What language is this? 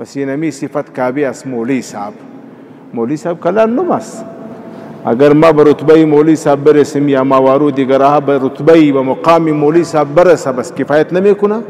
Pashto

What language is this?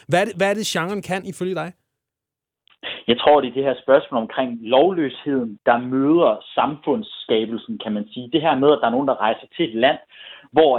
Danish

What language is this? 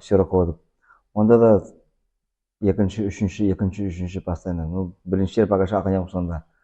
Nogai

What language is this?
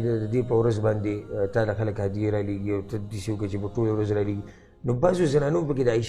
Pashto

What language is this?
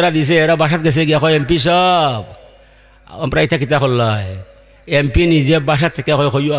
Sylheti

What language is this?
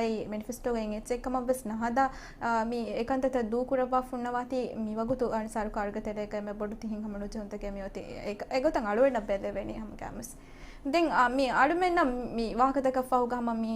Divehi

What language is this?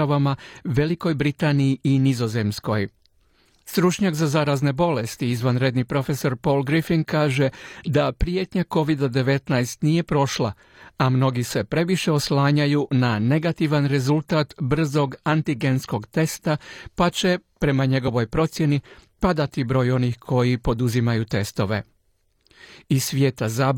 Croatian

